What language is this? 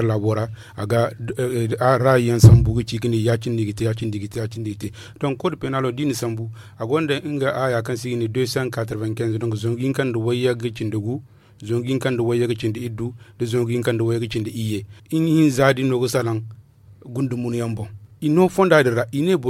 Zarma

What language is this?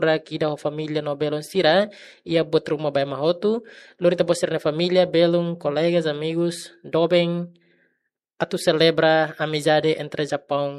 Tetum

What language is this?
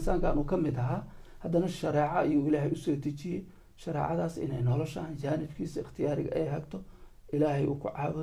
Somali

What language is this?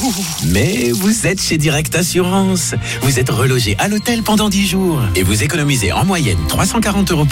French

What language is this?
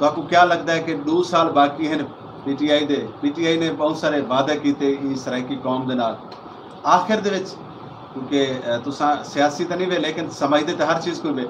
Saraiki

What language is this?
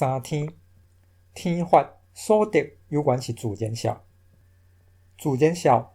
Min Nan Chinese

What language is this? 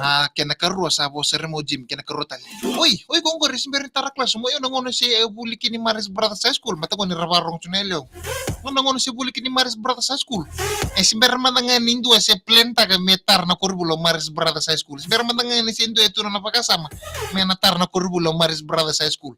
Fijian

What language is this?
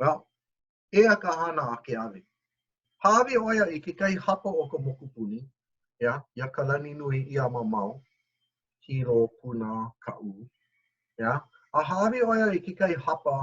Hawaiian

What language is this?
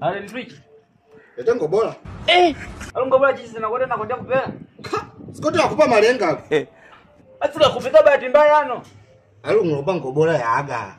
Swahili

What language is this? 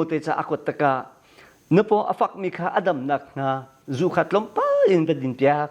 Hakha Chin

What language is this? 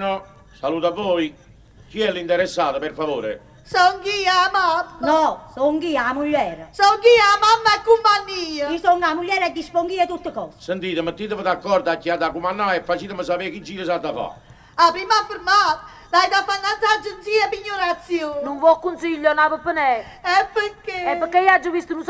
Neapolitan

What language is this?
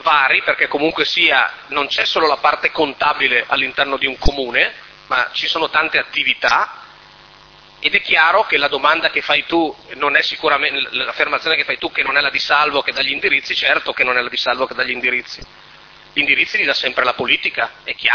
Italian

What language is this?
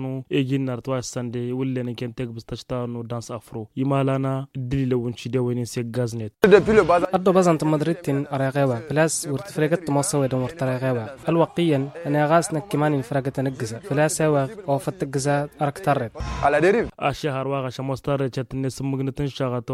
Tamasheq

